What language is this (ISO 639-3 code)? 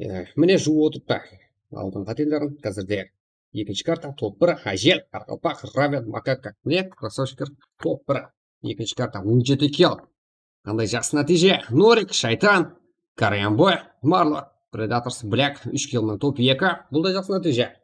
kaa